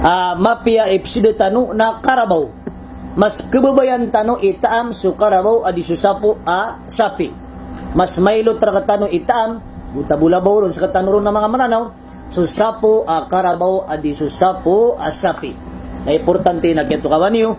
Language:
Maranao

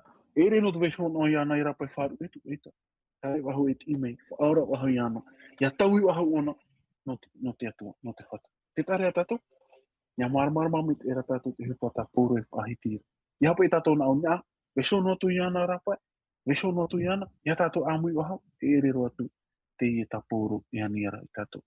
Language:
Tahitian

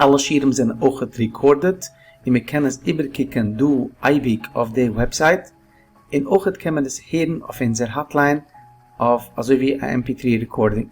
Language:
Yiddish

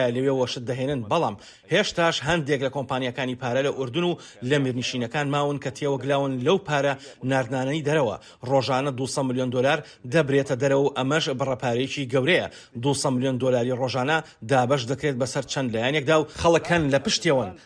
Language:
Central Kurdish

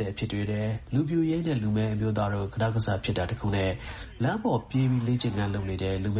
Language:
Burmese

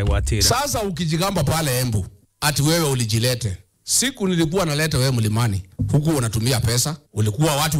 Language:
Meru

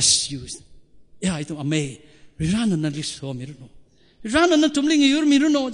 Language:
Tangkhul Naga (India)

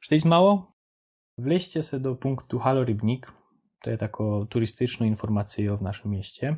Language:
Silesian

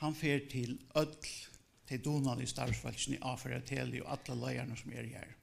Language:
Faroese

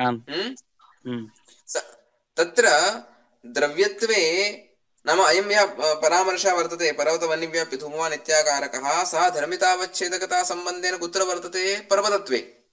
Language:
Sanskrit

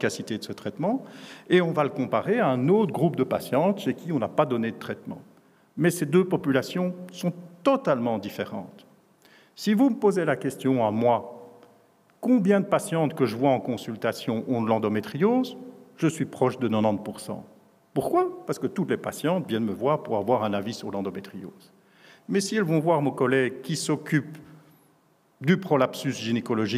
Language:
French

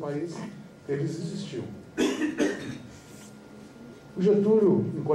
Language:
Portuguese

